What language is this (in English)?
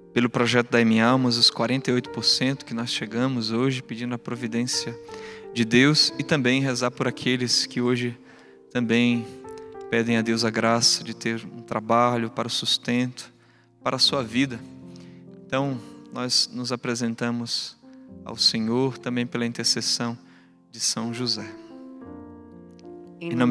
Portuguese